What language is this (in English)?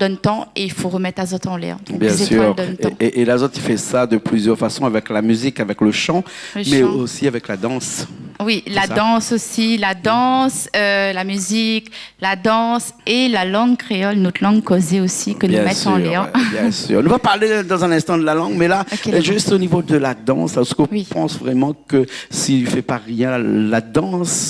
Réunion Creole French